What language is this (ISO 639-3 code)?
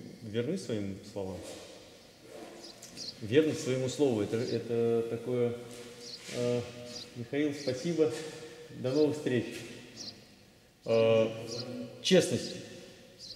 rus